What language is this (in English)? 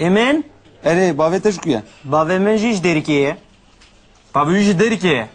Kurdish